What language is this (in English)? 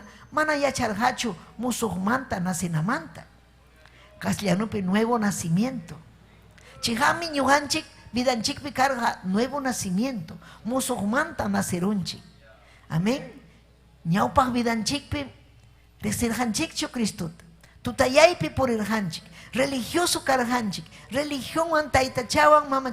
Ayacucho Quechua